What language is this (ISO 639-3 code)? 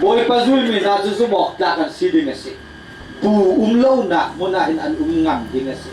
cnh